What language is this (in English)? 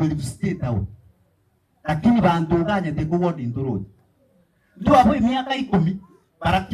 Gusii